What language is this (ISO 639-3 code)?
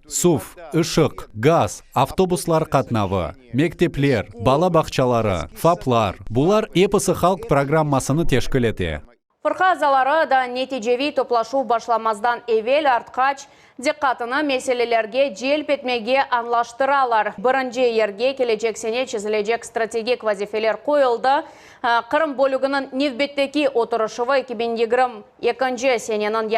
crh